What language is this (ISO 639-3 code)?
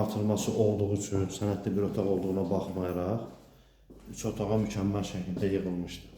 aze